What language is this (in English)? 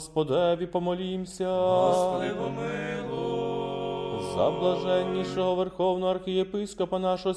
Ukrainian